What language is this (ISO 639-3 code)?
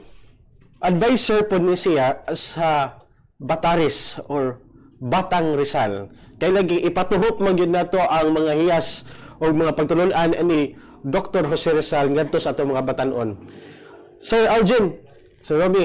ceb